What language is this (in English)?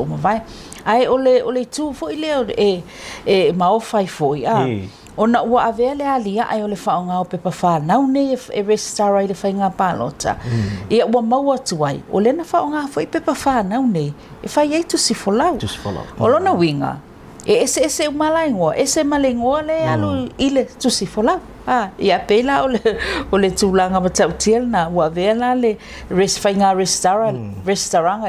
Samoan